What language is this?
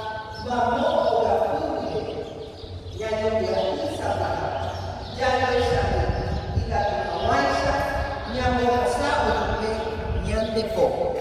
Guarani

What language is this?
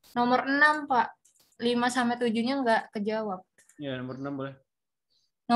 Indonesian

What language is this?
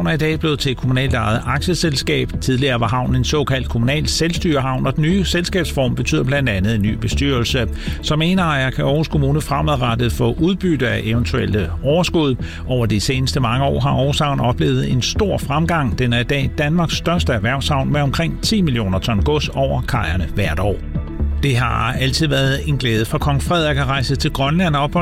Danish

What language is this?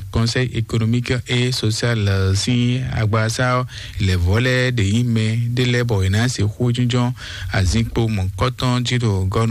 Fon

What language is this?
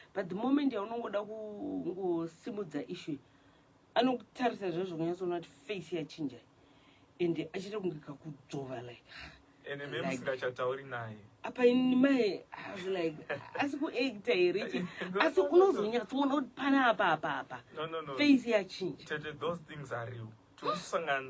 Shona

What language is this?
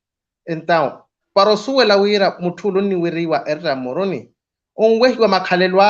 Makhuwa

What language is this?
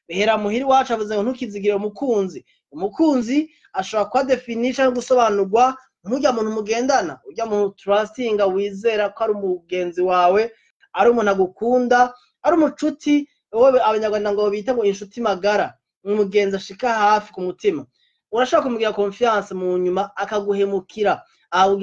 Rundi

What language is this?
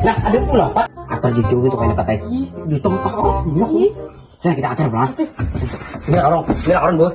Banjar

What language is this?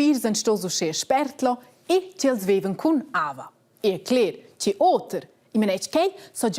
Romansh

